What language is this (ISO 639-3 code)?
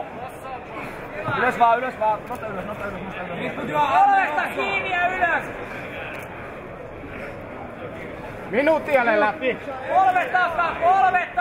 fin